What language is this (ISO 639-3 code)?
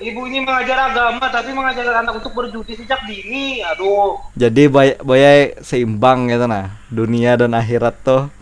bjn